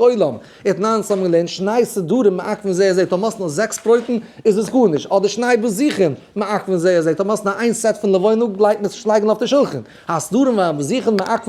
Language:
Yiddish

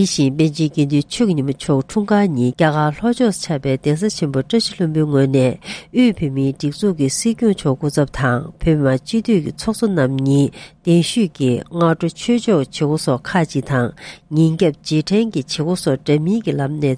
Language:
Tibetan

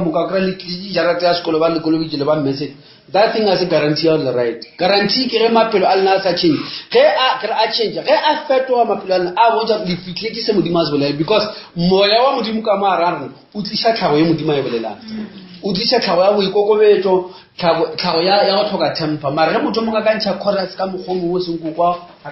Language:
Northern Sotho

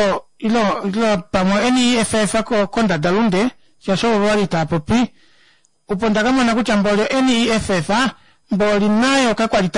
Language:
Kuanyama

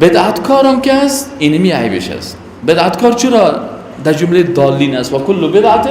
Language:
Persian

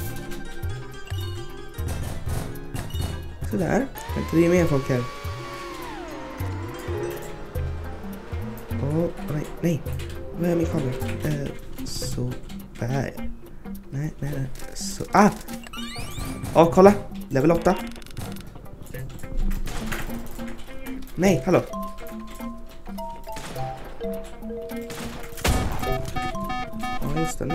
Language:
Swedish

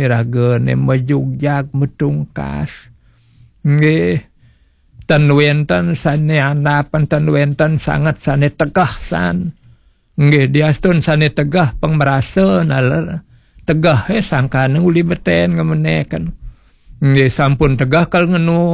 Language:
Balinese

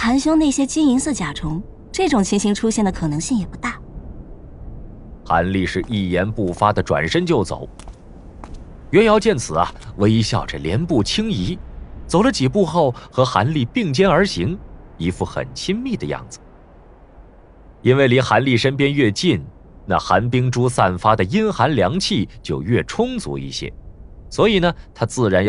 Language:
Chinese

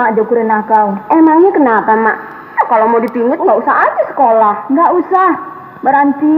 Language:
Minangkabau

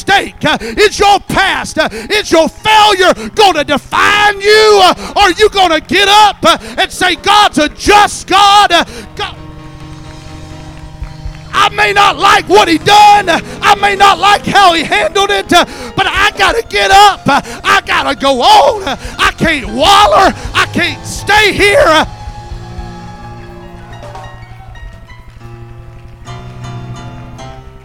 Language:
English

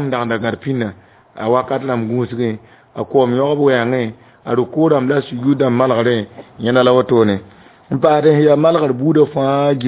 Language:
Mossi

